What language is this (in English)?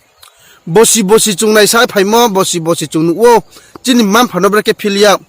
Riang (India)